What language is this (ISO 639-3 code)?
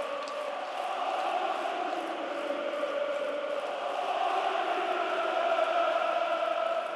tur